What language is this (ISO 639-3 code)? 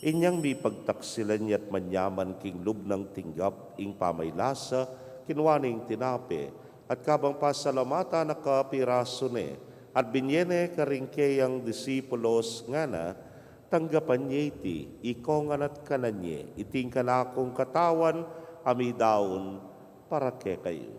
pam